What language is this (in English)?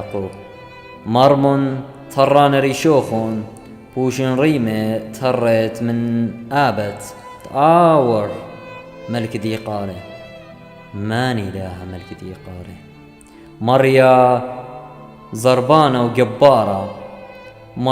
Assyrian Neo-Aramaic